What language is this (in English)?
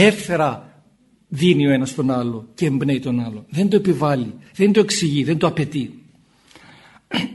Greek